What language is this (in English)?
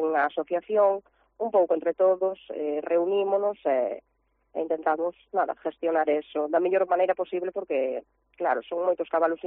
Galician